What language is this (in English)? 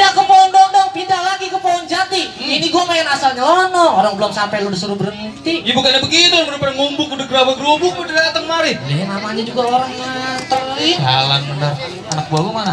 Betawi